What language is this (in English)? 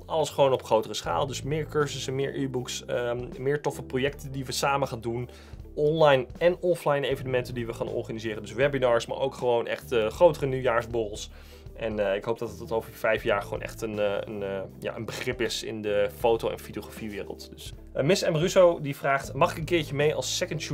Dutch